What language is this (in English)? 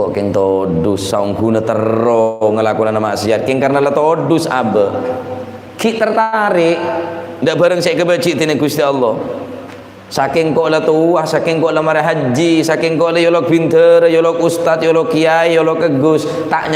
Madurese